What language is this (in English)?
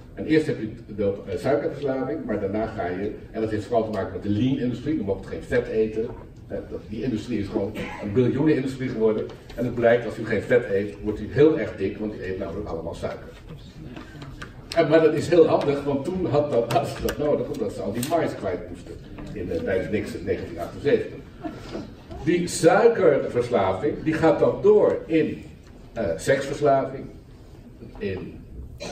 Dutch